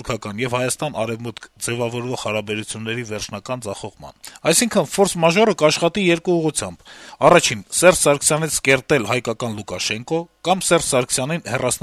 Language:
Armenian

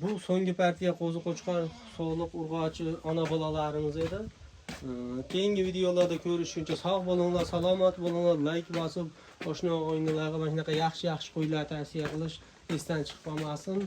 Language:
Uzbek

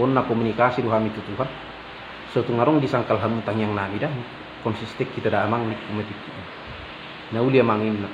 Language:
Batak Toba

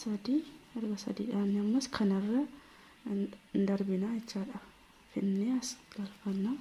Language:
Oromo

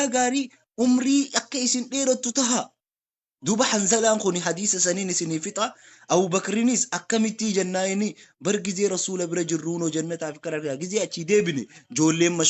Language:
Oromo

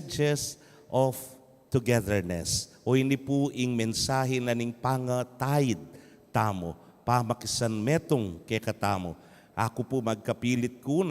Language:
Pampanga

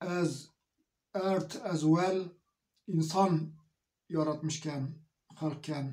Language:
Zaza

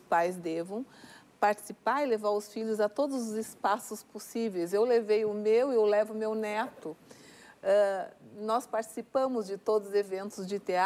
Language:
Portuguese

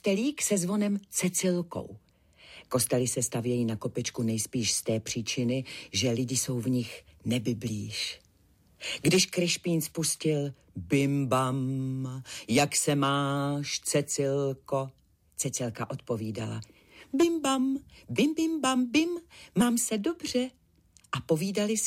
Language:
Czech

